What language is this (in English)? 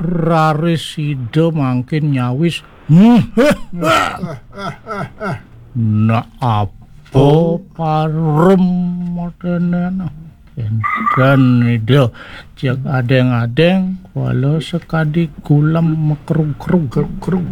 Balinese